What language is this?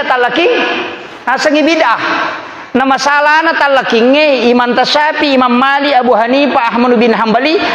Buginese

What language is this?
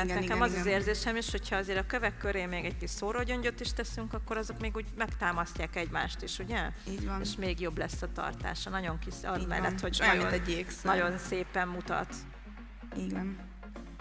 Hungarian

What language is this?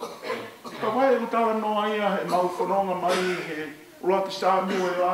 Tongan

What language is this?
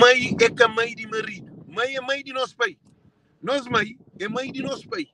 Kabuverdianu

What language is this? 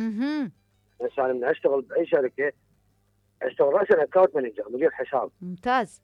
Mesopotamian Arabic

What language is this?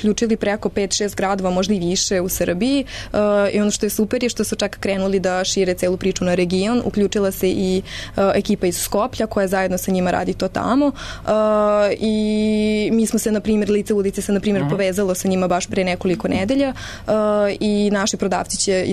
Serbian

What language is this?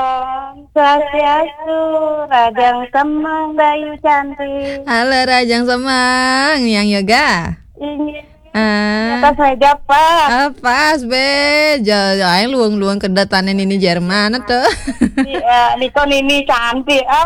Balinese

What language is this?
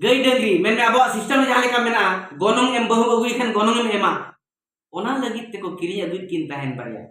Santali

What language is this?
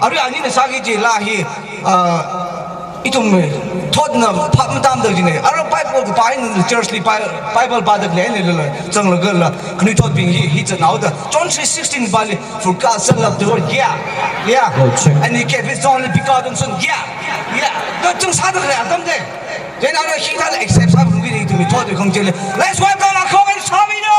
Tangkhul Naga (India)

